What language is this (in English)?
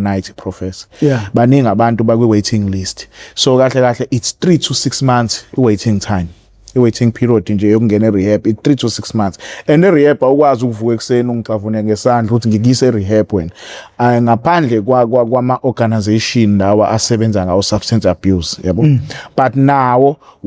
Zulu